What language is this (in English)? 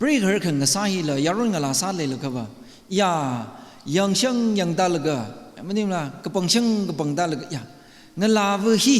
Tangkhul Naga (India)